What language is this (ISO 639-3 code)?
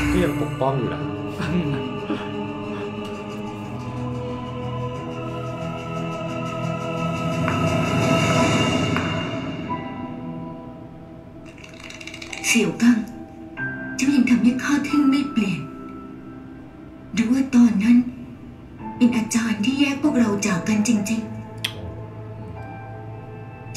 tha